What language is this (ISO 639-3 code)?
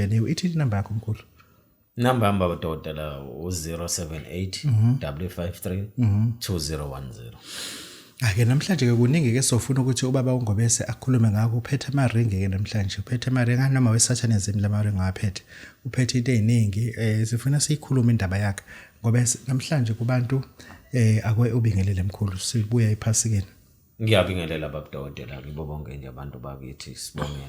zul